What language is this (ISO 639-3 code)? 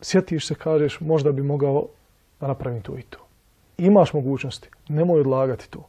bos